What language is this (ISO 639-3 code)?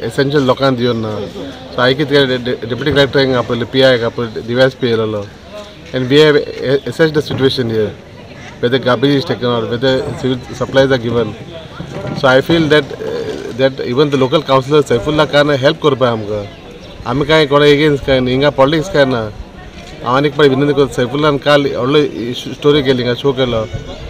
kok